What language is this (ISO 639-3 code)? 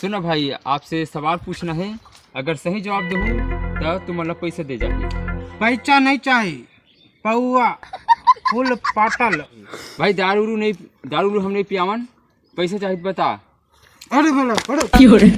hne